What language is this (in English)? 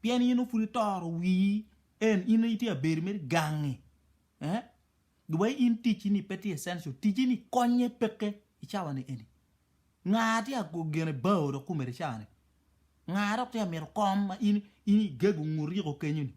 Acoli